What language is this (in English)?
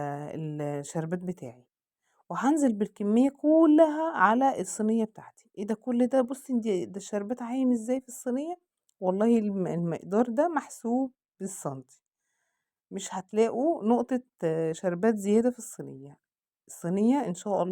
Egyptian Arabic